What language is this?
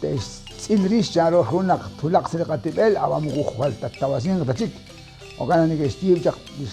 Kekchí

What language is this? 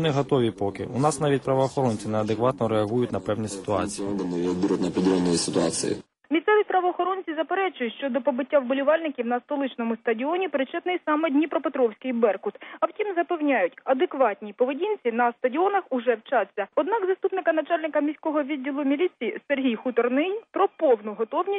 Ukrainian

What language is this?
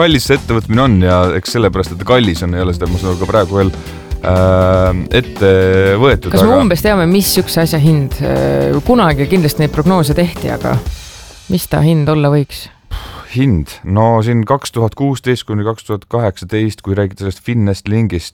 Estonian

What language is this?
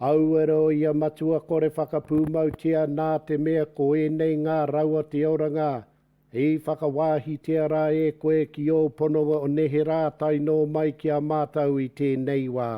Māori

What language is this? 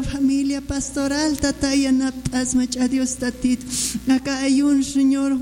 Aymara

